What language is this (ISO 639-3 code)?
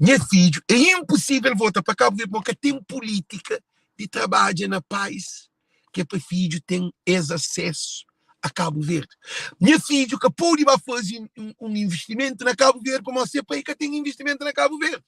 kea